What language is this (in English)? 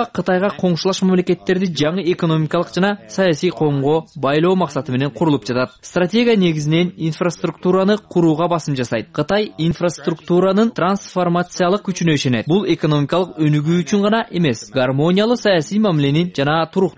Kyrgyz